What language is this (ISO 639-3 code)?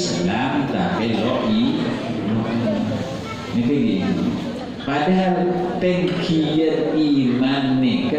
mad